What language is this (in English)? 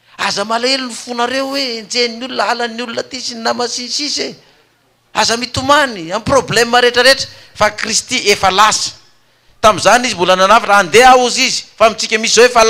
Malagasy